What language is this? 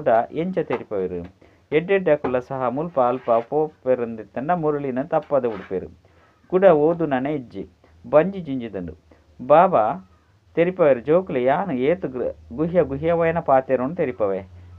Tulu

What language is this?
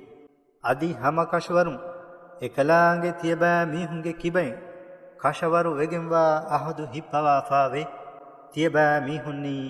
Divehi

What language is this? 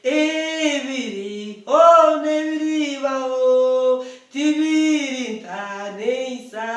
Nyankole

